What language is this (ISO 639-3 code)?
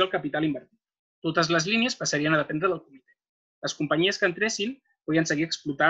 cat